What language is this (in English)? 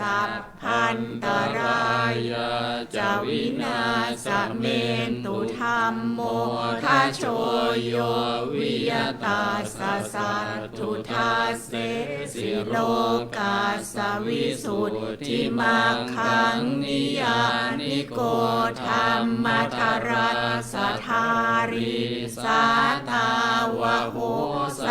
Pali